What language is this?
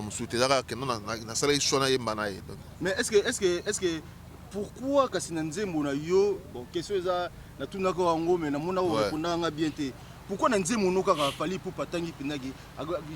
Lingala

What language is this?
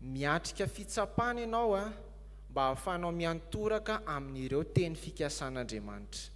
Malagasy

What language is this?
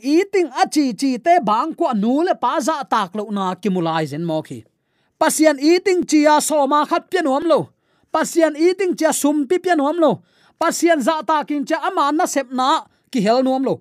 Tedim Chin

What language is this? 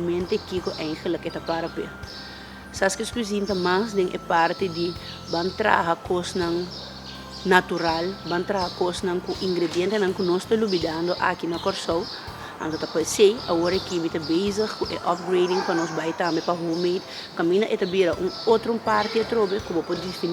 Papiamento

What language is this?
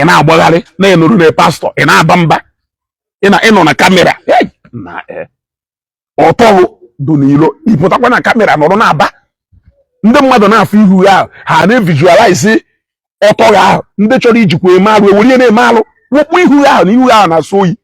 Igbo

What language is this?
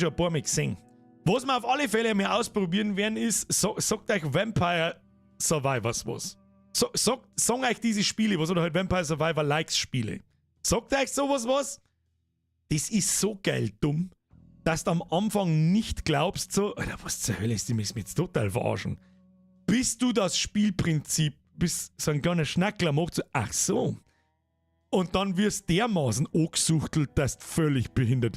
Bavarian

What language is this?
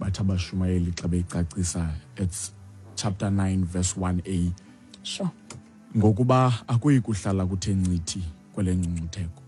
Xhosa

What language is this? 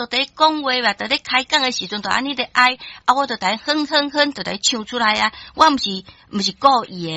Min Nan Chinese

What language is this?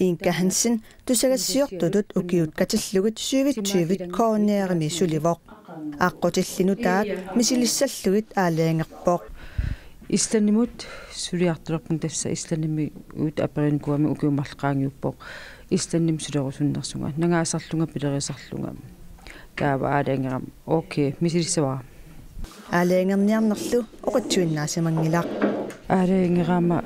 Kalaallisut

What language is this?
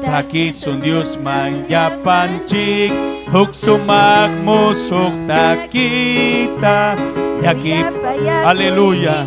Ayacucho Quechua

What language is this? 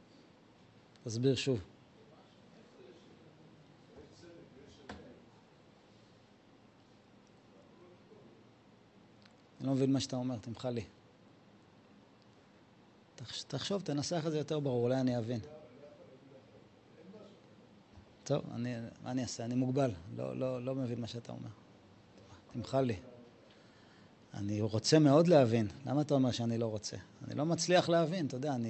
Hebrew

